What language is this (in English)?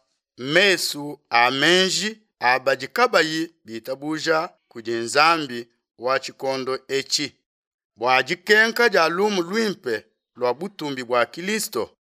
Luba-Lulua